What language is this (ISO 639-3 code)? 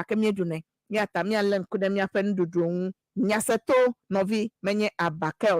ewe